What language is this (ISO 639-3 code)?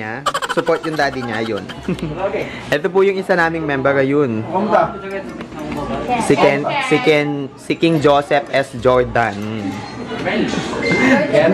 fil